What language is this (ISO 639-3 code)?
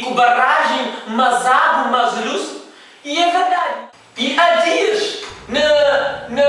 kea